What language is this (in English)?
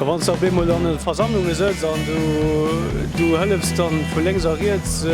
Luxembourgish